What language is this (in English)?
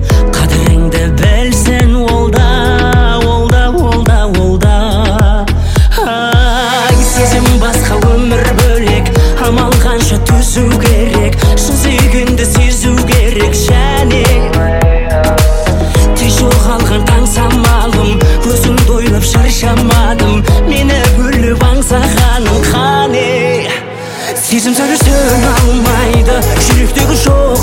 Kazakh